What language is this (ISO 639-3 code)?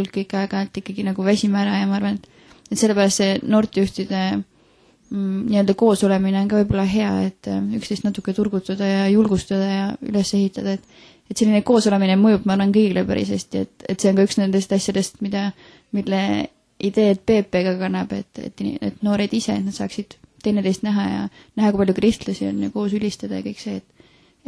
est